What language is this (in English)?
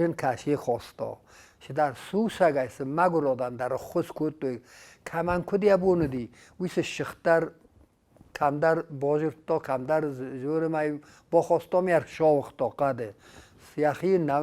Ossetic